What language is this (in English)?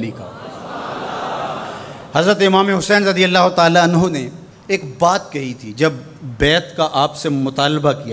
Urdu